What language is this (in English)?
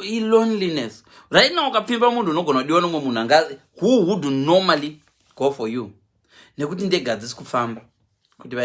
Shona